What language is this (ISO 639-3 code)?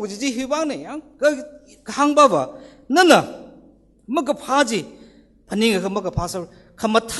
nmf